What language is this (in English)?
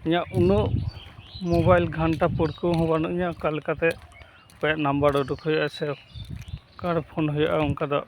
Santali